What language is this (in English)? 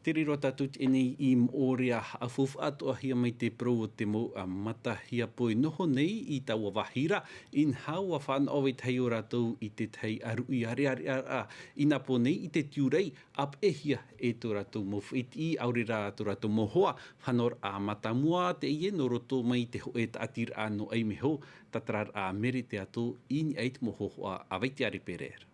Tahitian